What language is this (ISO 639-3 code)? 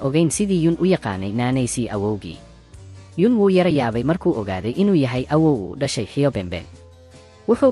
som